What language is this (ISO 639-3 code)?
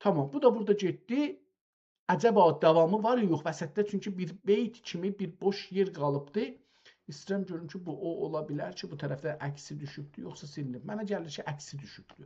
azb